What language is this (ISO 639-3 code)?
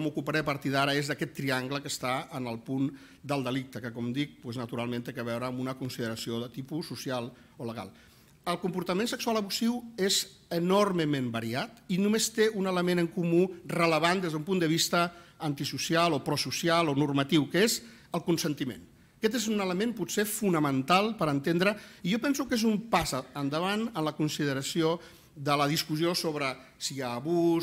cat